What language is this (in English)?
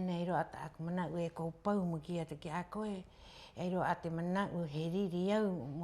Rapanui